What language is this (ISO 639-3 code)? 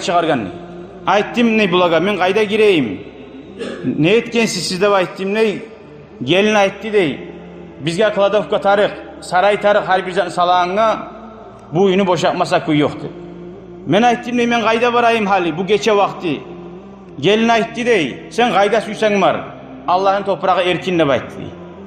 kum